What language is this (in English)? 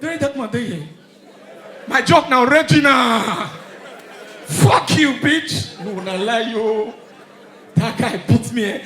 Nigerian Pidgin